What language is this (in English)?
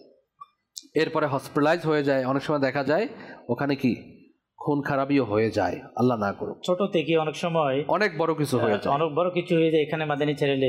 Bangla